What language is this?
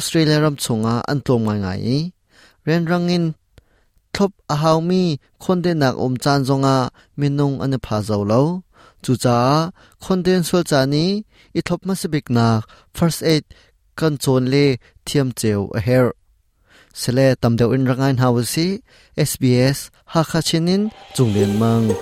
Hakha Chin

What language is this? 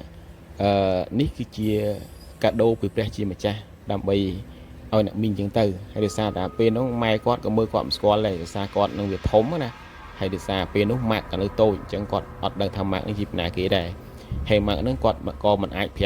Khmer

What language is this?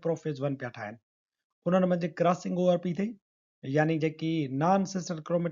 Sindhi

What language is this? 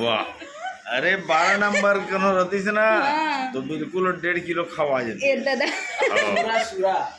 Chhattisgarhi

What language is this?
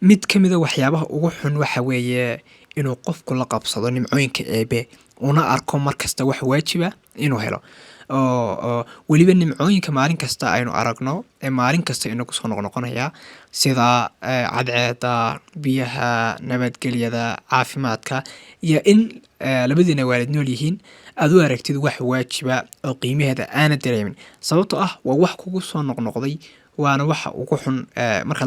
Somali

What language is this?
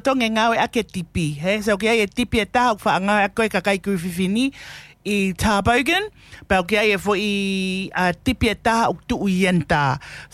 Tongan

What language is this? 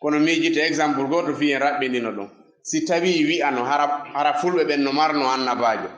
Fula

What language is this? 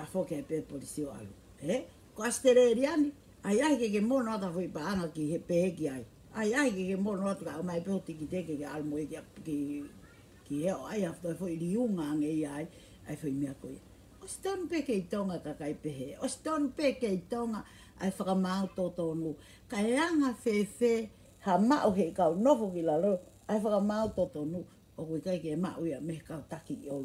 Tongan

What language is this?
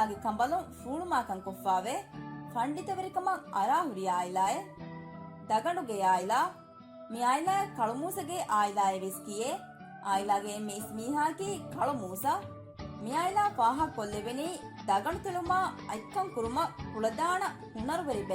Divehi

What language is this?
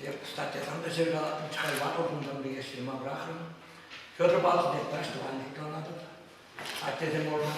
Chuvash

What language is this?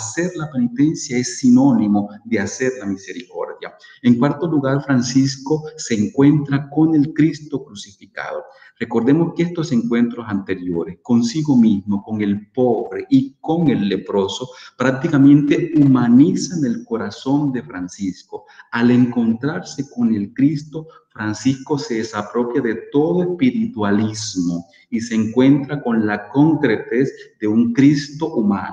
Spanish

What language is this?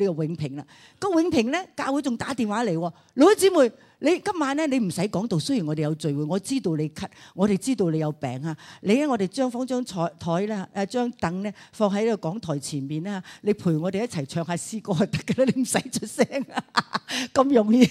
Cantonese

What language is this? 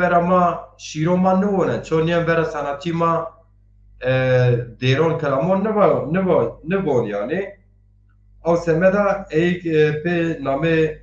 Zaza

